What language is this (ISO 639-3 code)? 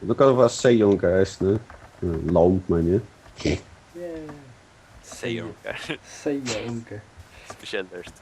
fao